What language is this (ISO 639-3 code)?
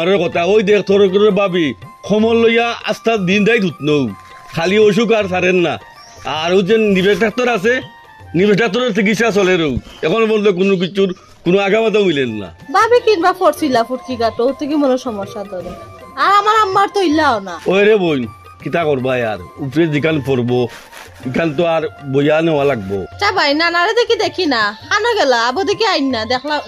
syl